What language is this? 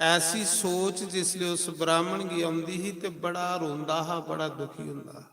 Dogri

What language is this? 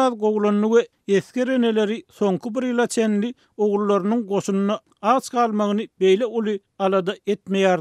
Turkmen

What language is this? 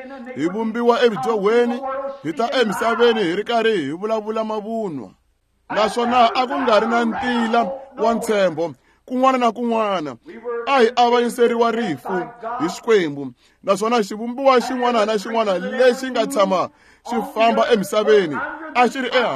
Tsonga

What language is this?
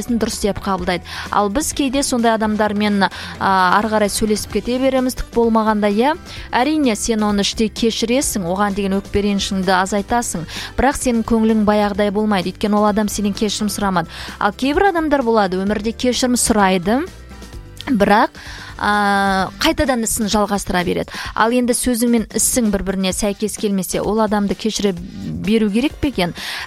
Kazakh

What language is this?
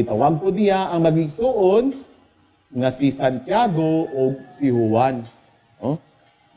Cebuano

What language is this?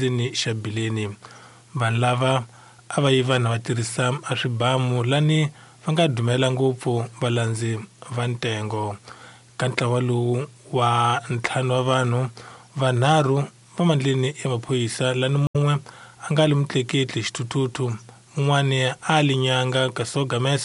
Tsonga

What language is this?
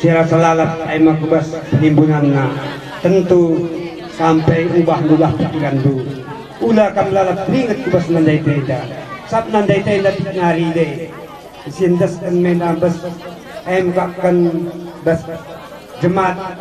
Batak Karo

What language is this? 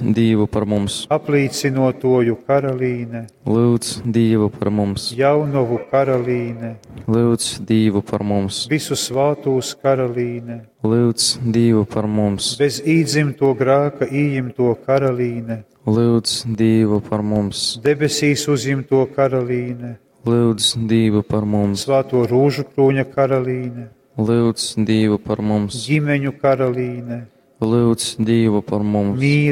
Latgalian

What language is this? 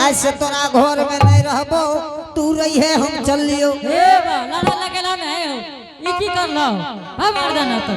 Angika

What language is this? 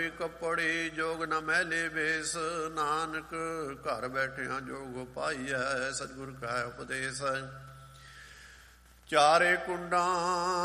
Punjabi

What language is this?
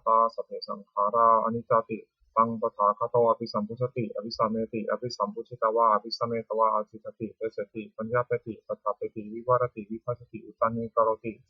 Pali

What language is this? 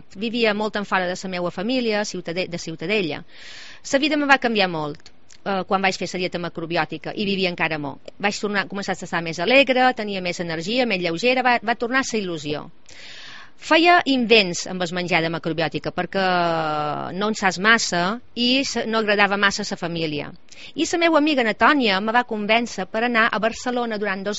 Catalan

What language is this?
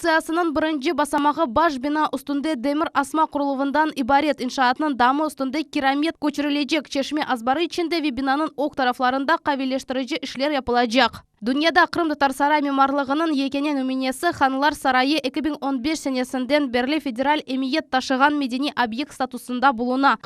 Crimean Tatar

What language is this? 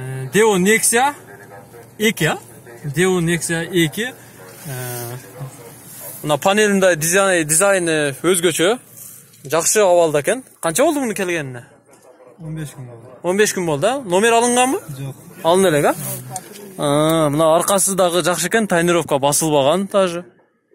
Kyrgyz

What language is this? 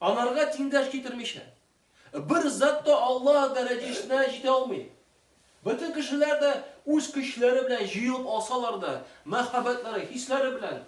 Tatar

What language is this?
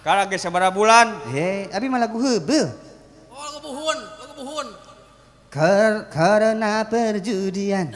Sundanese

